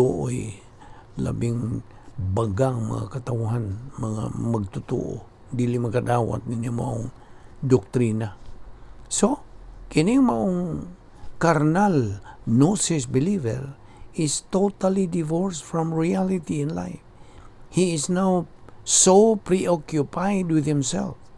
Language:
Cebuano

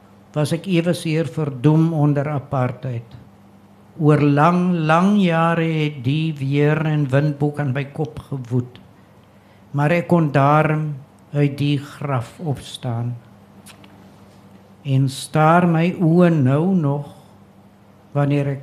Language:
Afrikaans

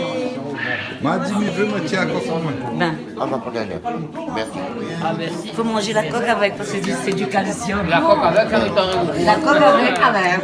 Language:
Réunion Creole French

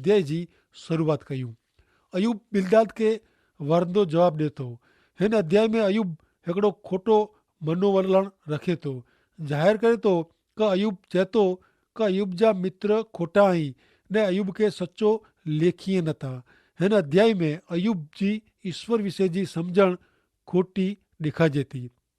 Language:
Kachhi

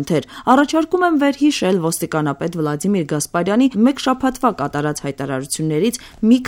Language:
Armenian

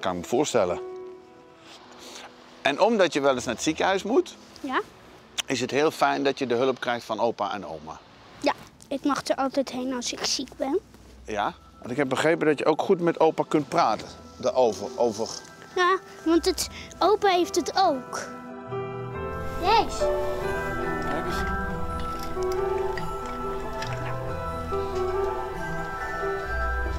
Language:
Dutch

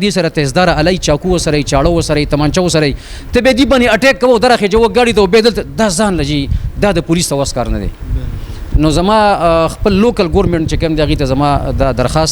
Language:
Pashto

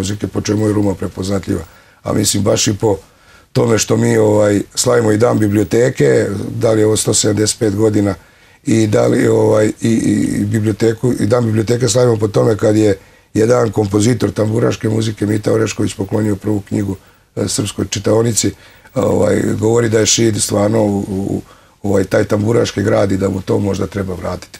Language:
Serbian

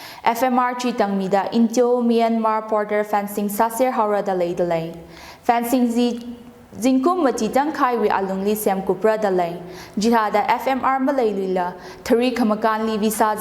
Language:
Tangkhul Naga (India)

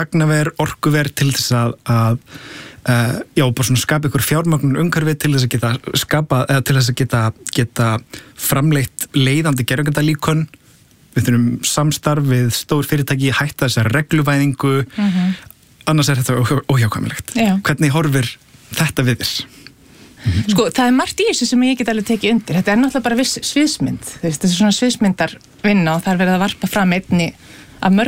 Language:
Icelandic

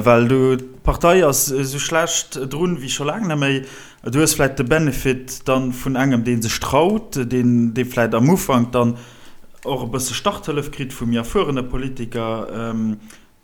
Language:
Luxembourgish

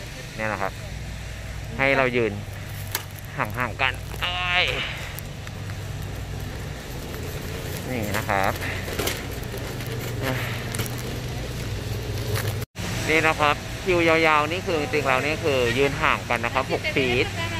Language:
Thai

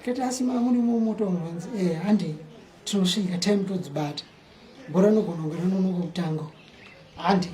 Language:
Shona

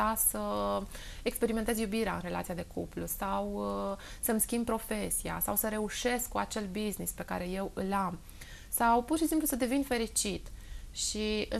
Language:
Romanian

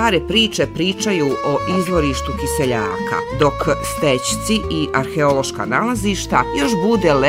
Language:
Bosnian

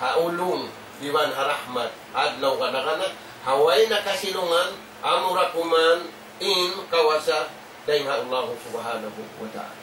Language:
Tausug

